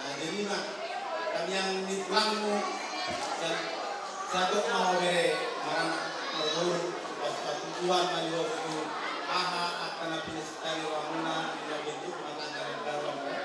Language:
Batak Toba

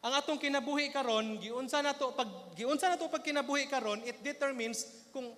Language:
Cebuano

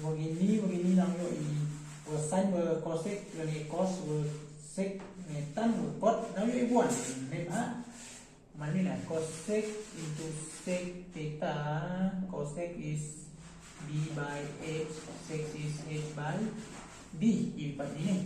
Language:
Khasi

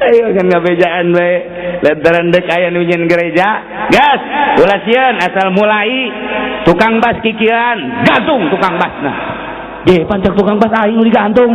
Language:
Sundanese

